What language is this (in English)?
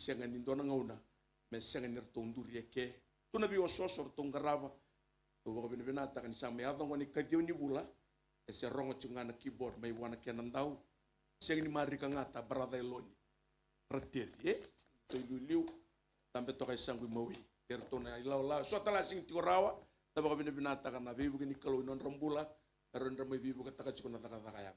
Fijian